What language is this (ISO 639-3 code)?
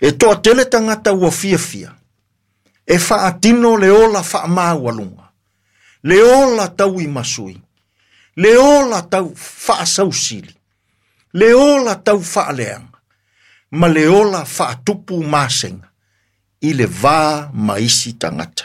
smo